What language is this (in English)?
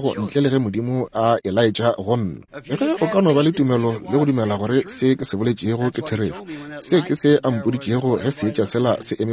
Northern Sotho